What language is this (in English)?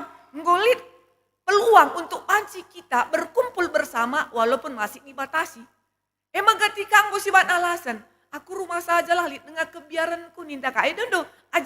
Batak Karo